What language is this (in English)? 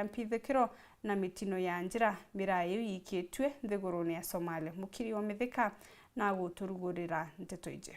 Meru